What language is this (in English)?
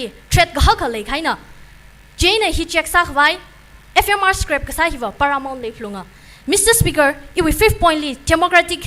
Tangkhul Naga (India)